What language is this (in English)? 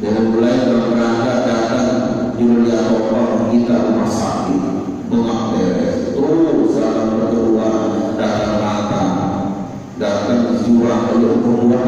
Sasak